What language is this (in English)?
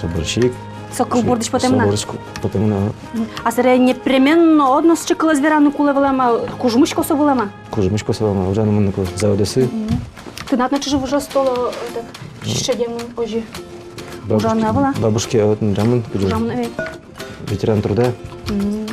Udmurt